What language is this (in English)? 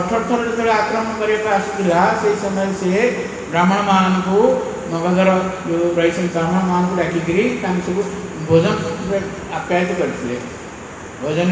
Odia